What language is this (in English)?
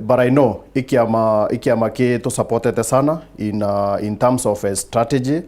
Meru